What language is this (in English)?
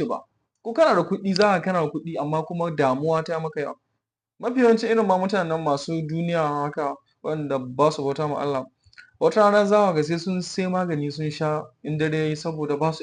Hausa